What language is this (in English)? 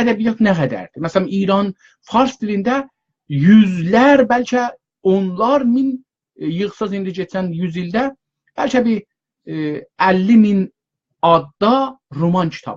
South Azerbaijani